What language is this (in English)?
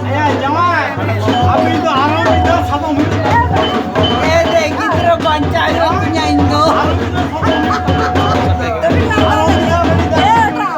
Santali